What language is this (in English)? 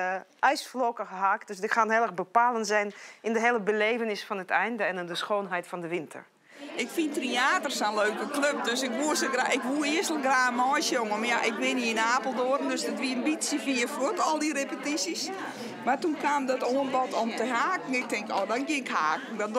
Western Frisian